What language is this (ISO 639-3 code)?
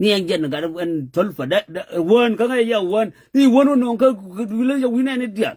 nus